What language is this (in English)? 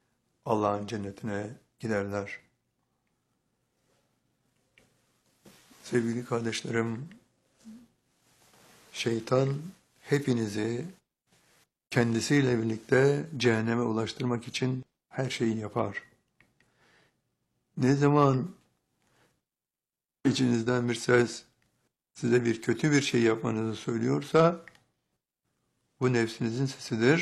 Turkish